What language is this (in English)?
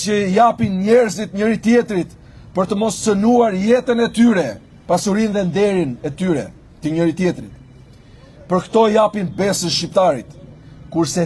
Albanian